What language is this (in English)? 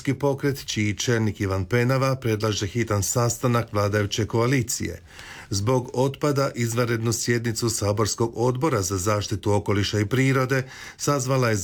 Croatian